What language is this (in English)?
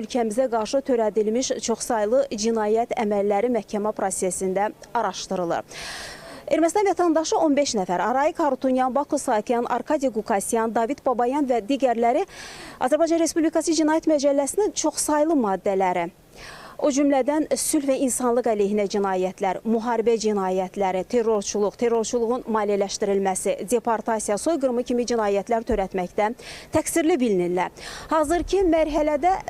Azerbaijani